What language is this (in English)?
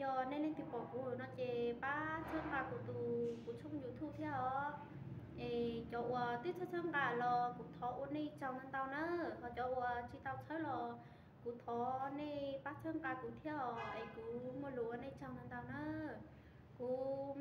Hmong